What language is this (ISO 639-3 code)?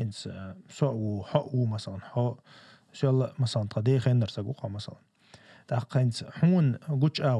che